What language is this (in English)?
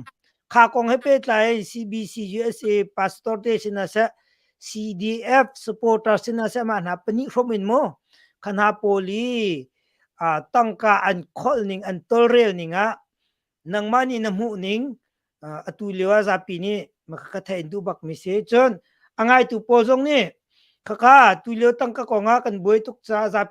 Hakha Chin